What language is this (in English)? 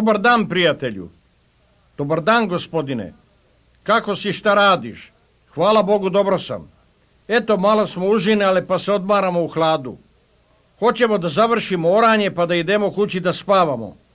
Serbian